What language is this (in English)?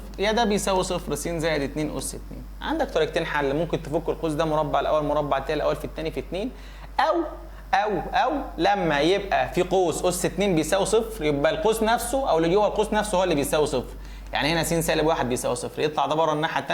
Egyptian Arabic